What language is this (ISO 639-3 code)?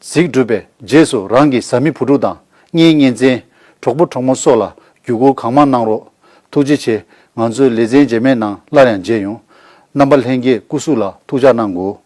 bod